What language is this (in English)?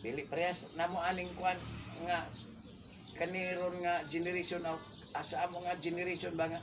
Cebuano